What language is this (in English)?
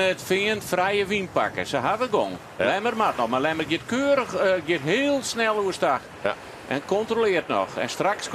Western Frisian